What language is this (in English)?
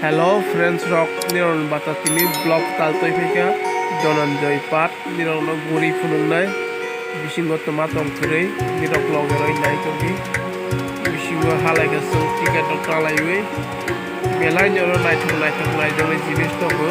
Kok Borok